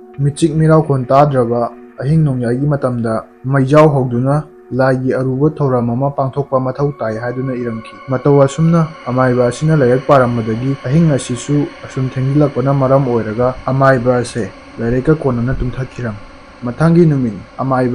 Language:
Manipuri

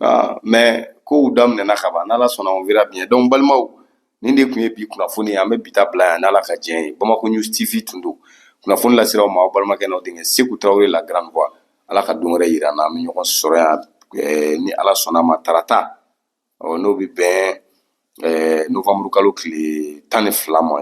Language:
Bambara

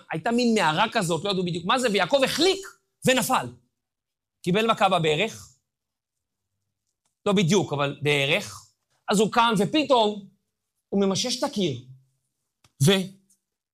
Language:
Hebrew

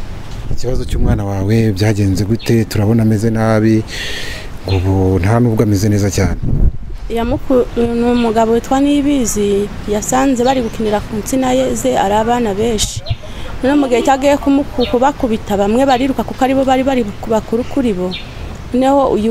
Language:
Kinyarwanda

